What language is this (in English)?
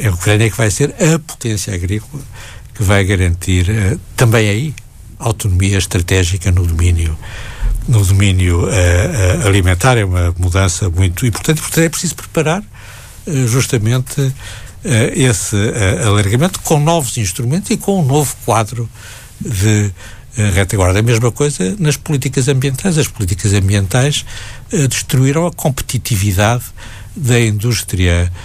Portuguese